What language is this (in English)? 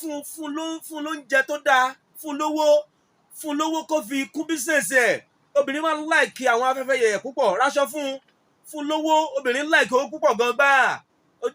Yoruba